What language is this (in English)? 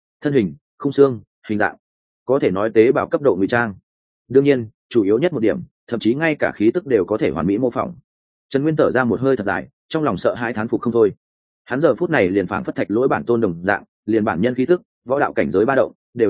Vietnamese